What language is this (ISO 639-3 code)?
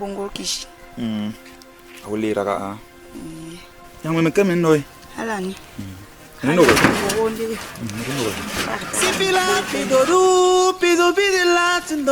bas